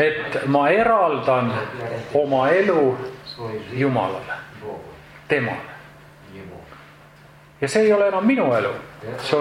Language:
Estonian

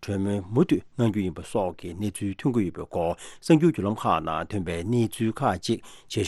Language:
Tibetan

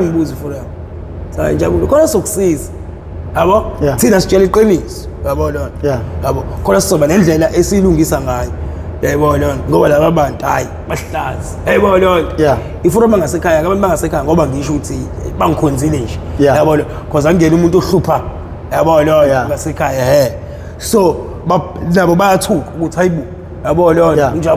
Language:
Zulu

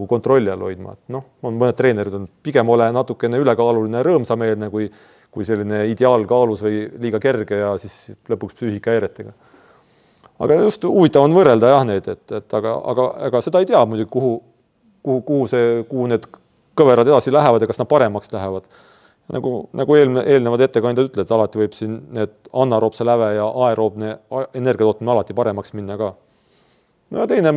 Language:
Estonian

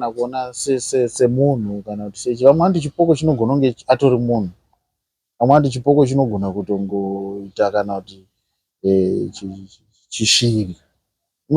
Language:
Shona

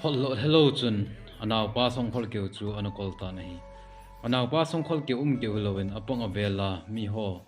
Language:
Thado Chin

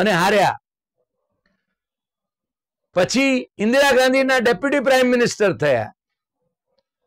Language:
Gujarati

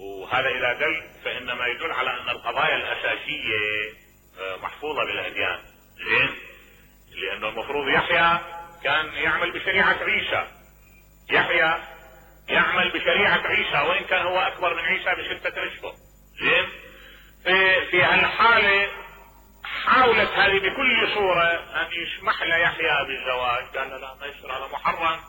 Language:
Mesopotamian Arabic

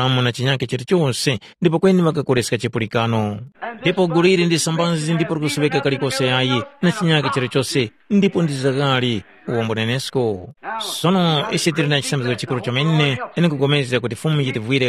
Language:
Tumbuka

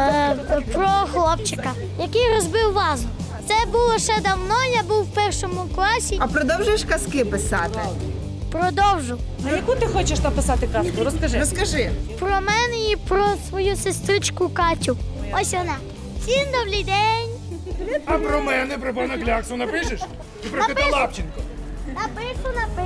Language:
Ukrainian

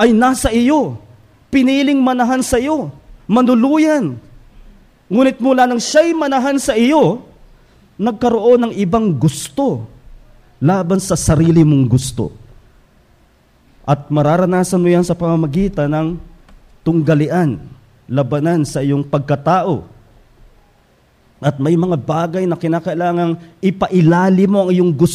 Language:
Filipino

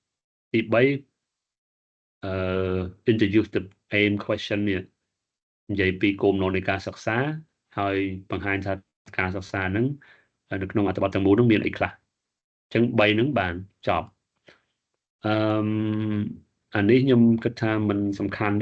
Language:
Khmer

